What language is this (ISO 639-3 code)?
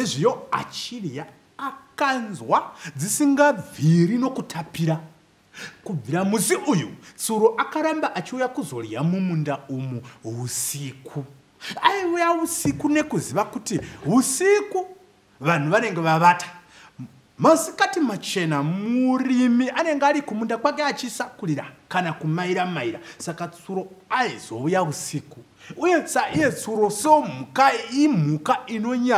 sna